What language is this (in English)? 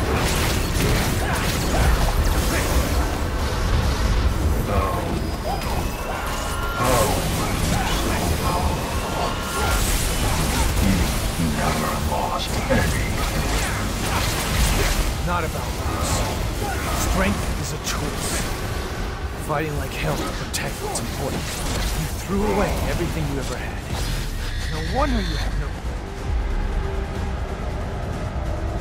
English